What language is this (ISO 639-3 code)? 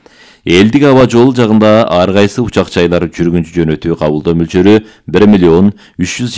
kir